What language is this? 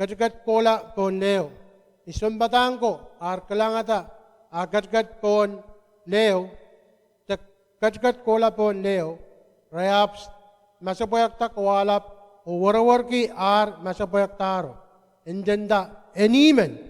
Pohnpeian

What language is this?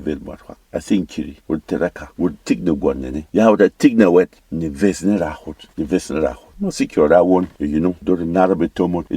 Berom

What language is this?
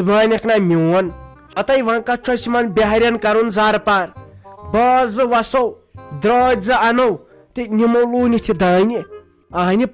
Kashmiri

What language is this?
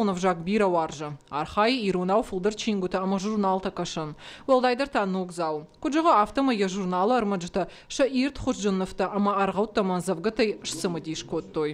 Ossetic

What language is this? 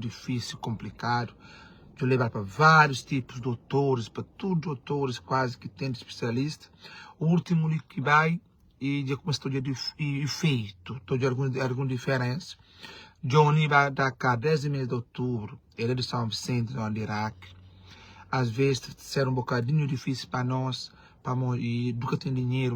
Kabuverdianu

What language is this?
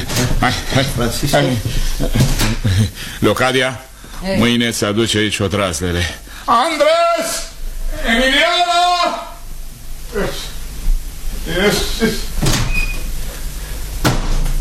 Romanian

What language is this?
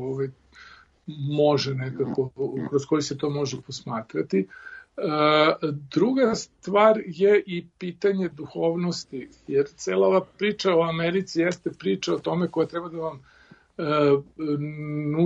Serbian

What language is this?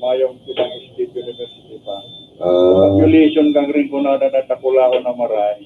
Bikol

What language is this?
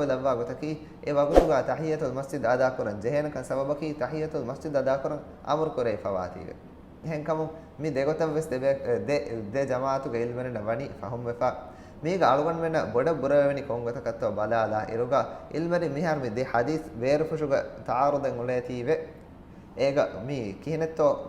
Divehi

